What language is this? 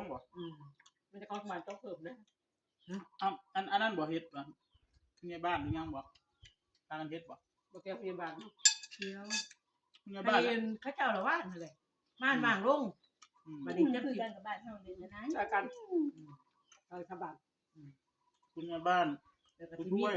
Northeastern Thai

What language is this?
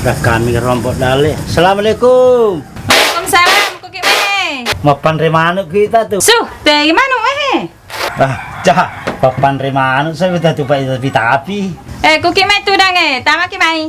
Buginese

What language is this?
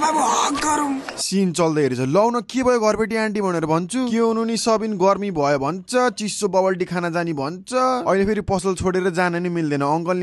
Nepali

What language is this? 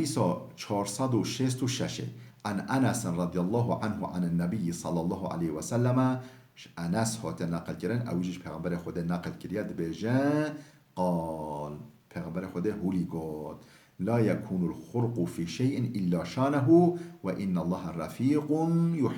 Kurdish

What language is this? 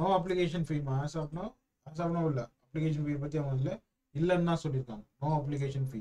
Tamil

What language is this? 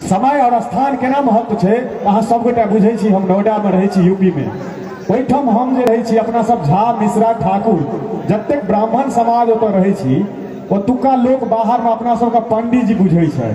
Maithili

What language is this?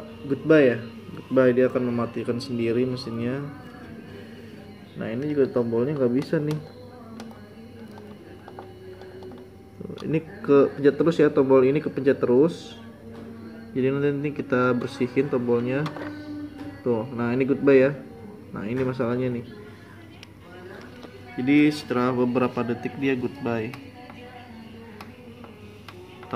Indonesian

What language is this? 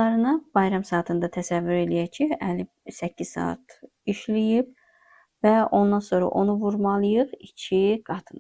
Azerbaijani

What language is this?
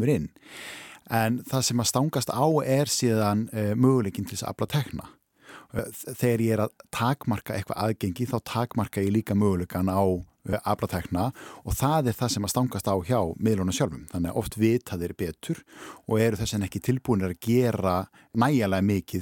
Icelandic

